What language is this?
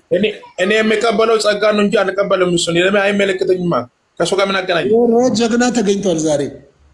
Amharic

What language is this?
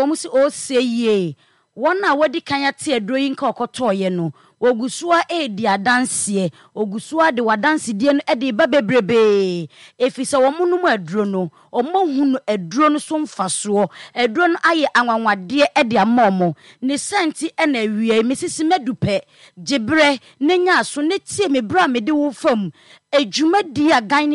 Akan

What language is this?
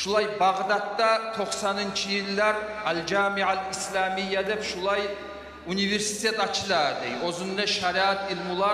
Kumyk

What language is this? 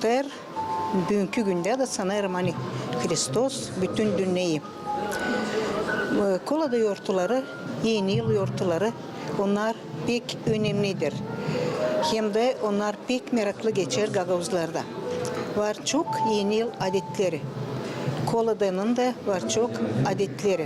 Gagauz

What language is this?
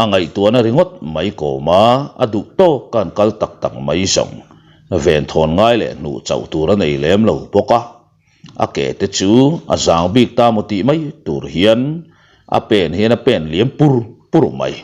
Mizo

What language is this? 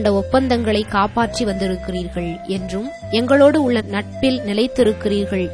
Tamil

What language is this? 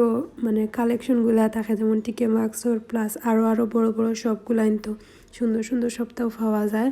Sylheti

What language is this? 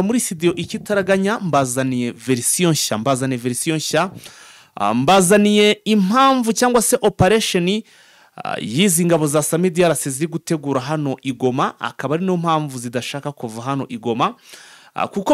Kinyarwanda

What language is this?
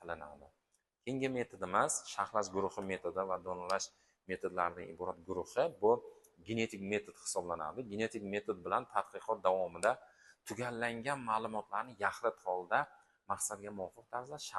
Uzbek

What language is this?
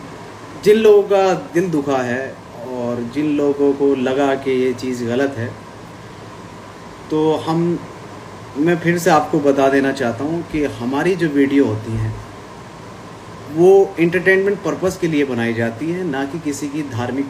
Hindi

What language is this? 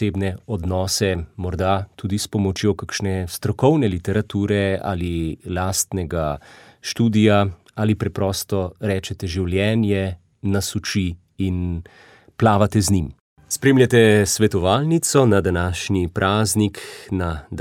Slovenian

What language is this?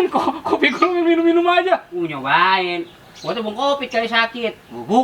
Betawi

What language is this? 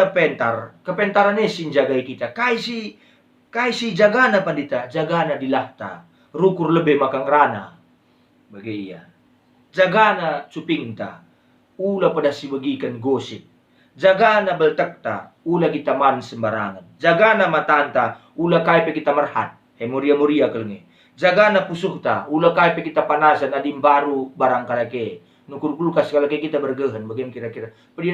Batak Karo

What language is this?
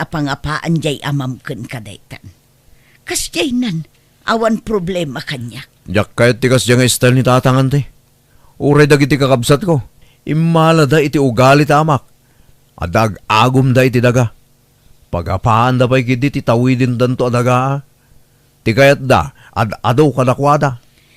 Iloko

